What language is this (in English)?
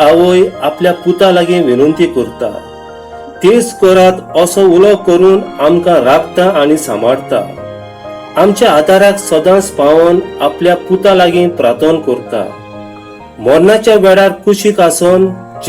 Konkani